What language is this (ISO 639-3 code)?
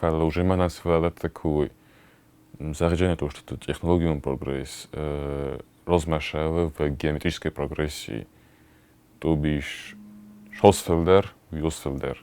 oss